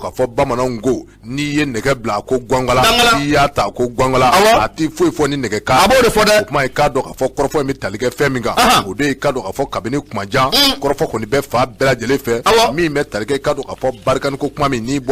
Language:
Bambara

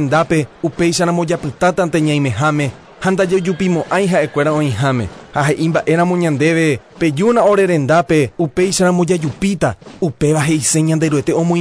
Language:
Guarani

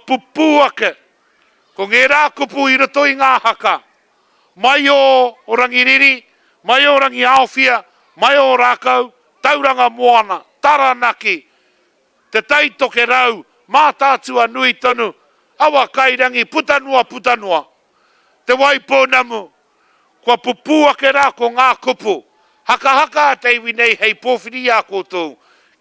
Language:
Māori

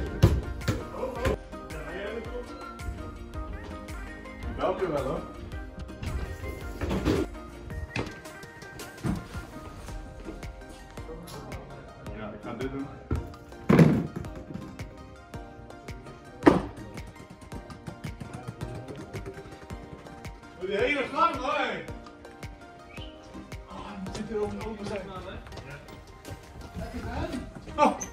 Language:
Dutch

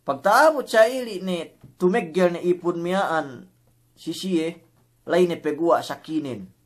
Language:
Yakan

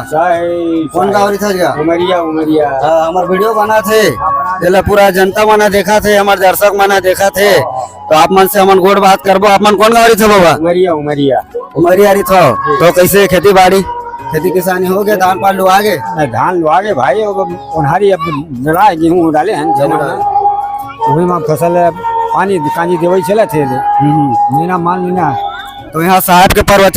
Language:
Chhattisgarhi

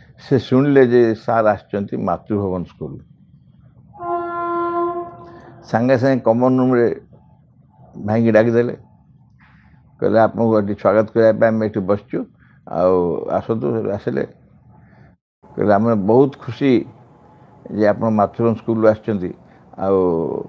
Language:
Odia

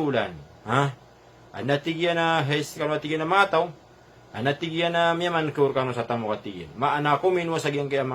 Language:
Maranao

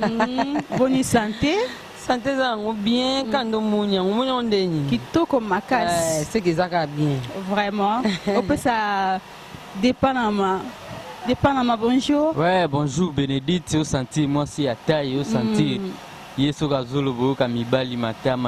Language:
Lingala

